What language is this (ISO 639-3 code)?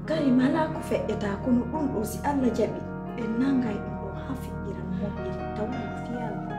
fuf